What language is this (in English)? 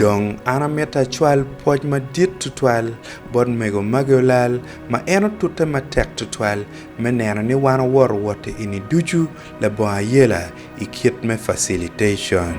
Acoli